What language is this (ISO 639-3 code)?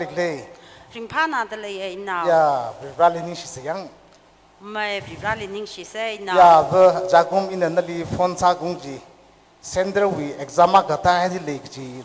nmf